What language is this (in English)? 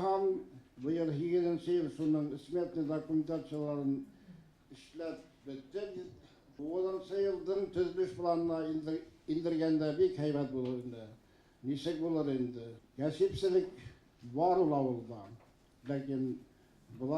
Bashkir